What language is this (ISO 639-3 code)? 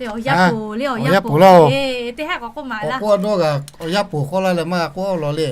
lhu